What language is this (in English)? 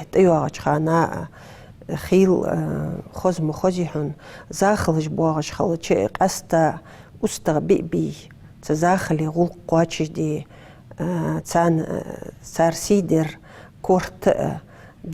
Ingush